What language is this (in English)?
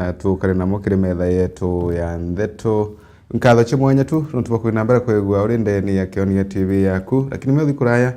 Meru